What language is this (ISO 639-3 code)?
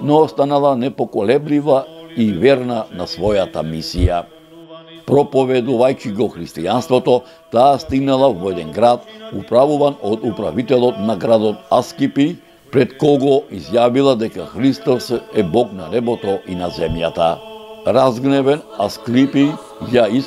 mkd